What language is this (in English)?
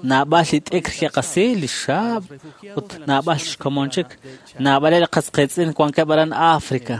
Kekchí